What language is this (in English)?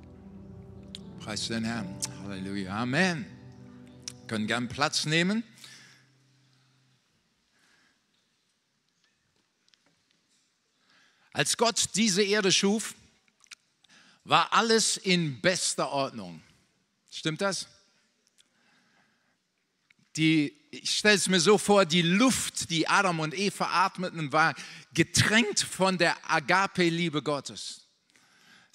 German